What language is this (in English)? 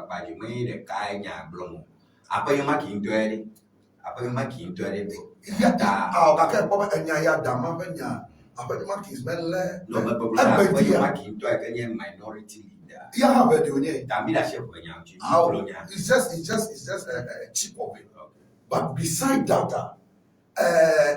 Ewe